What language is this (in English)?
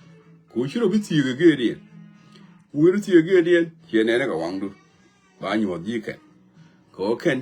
Nuer